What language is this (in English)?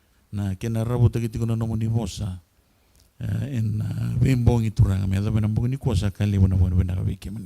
Fijian